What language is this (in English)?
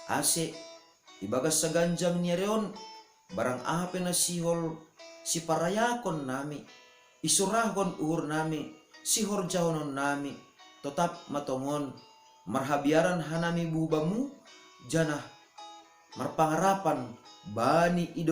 Batak Simalungun